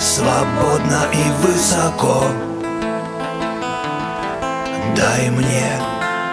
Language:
Russian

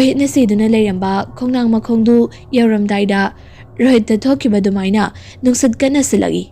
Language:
Manipuri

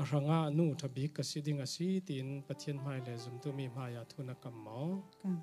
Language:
Falam Chin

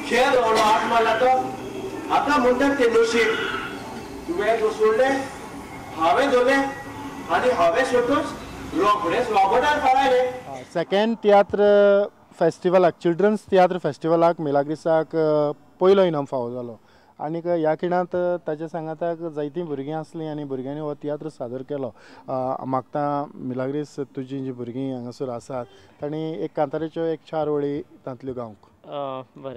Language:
Konkani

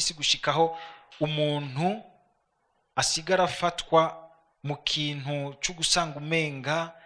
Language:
Rundi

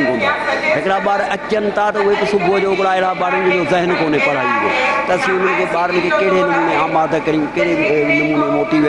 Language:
Sindhi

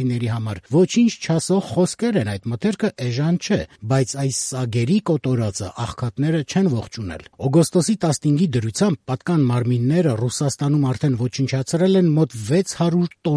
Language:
Armenian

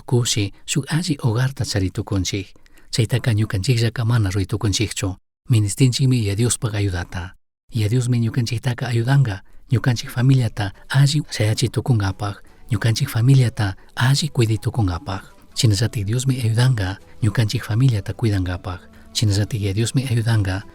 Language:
Chimborazo Highland Quichua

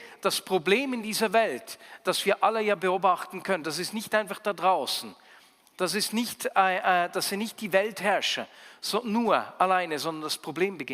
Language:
Swiss German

